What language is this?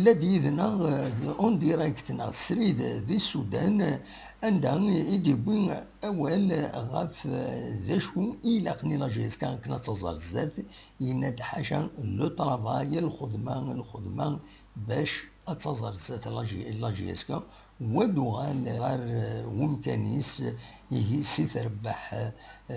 Kabyle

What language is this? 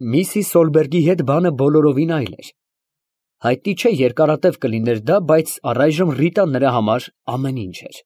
Armenian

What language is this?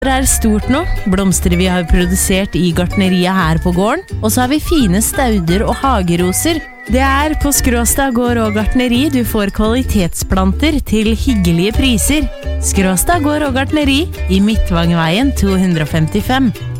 Norwegian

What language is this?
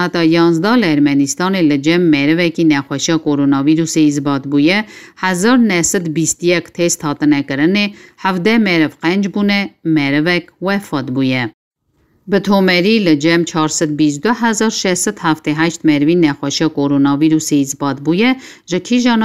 Kurdish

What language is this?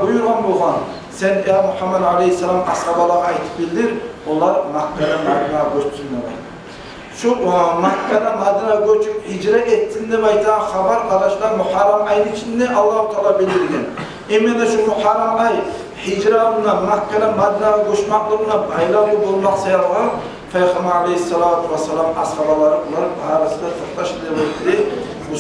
Kumyk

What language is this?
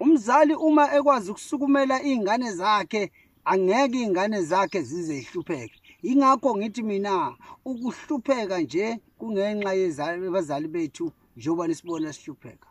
Zulu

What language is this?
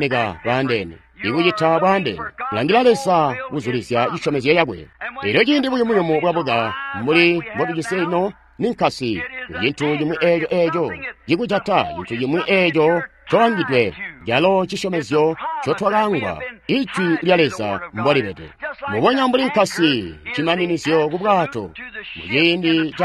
Tonga (Zambia)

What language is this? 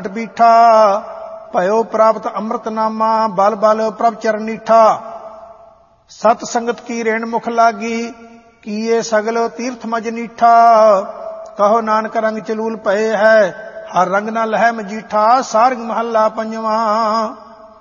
Punjabi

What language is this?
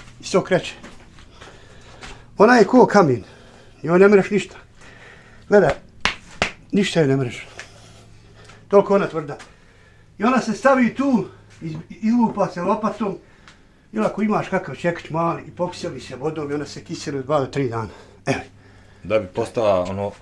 Bosnian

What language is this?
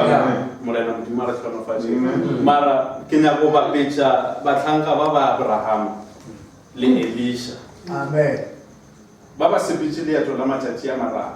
Northern Sotho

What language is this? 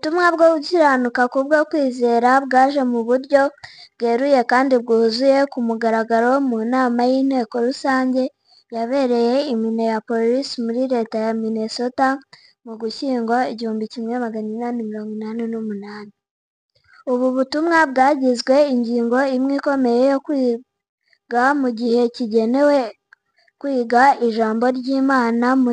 Kinyarwanda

